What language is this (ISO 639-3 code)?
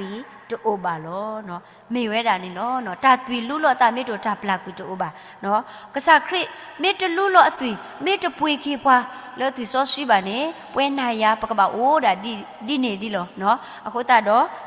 ksw